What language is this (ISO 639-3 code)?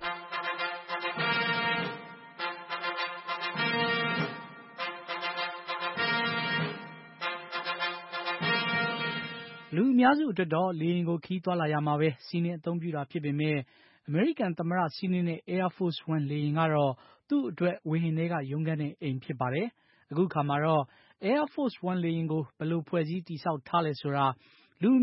mya